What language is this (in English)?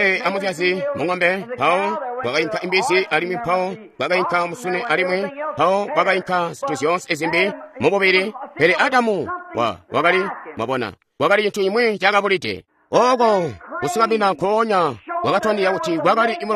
Tonga (Zambia)